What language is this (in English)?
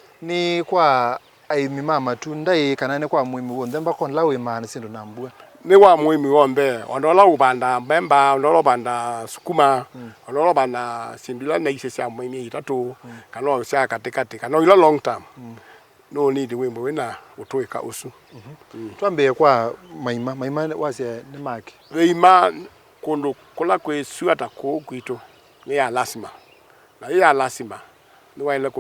Kamba